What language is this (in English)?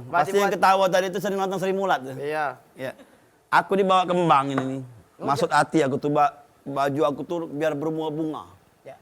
Musi